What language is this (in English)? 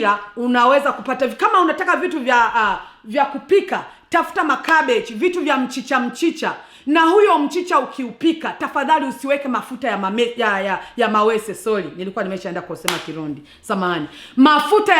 Swahili